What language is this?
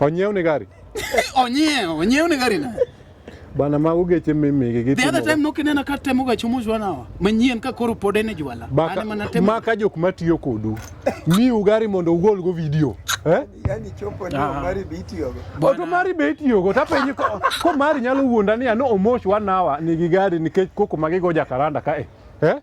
Luo (Kenya and Tanzania)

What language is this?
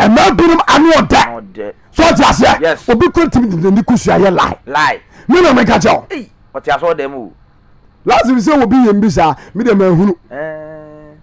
Akan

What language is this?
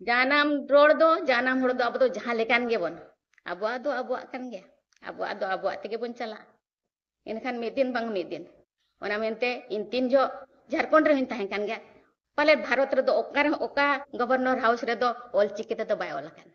Santali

